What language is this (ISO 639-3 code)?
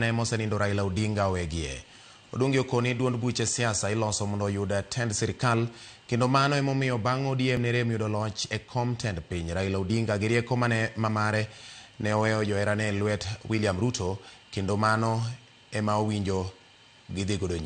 luo